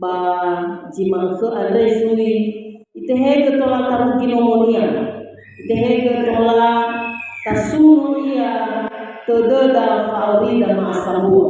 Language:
Nias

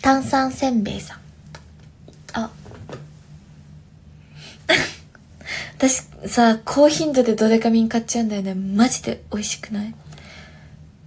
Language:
Japanese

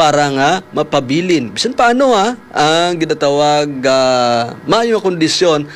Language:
Hiligaynon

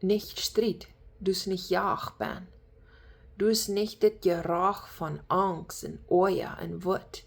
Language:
Plautdietsch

